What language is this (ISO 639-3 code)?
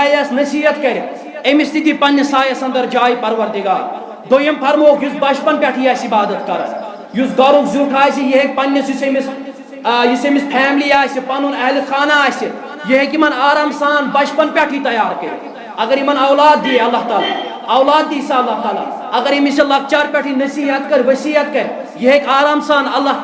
kas